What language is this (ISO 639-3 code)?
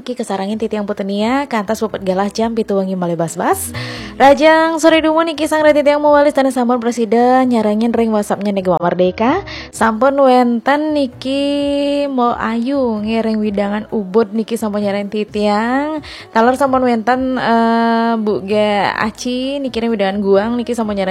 ban